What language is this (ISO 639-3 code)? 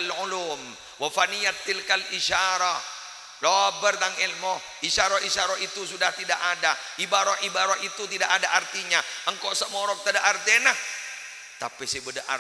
mad